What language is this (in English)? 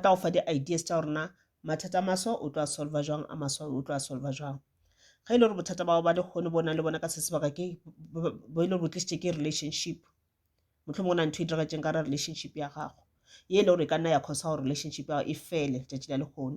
Northern Sotho